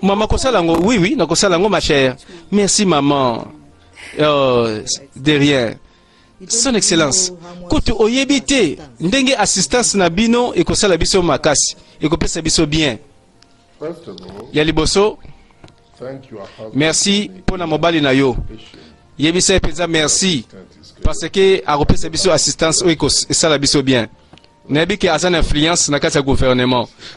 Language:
Lingala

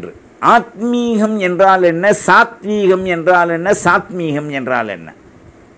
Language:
Tamil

